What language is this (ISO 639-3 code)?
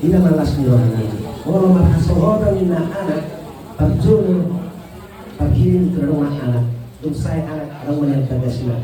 bbc